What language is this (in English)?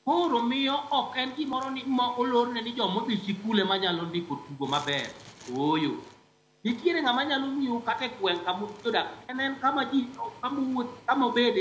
Luo (Kenya and Tanzania)